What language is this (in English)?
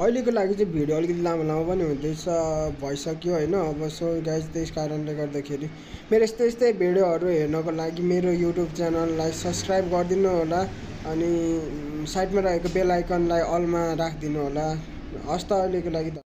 Nepali